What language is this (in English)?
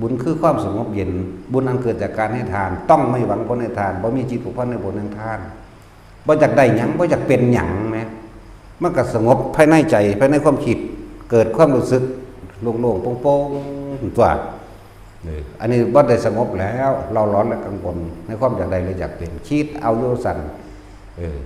Northeastern Thai